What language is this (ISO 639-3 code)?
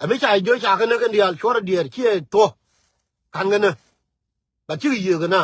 nus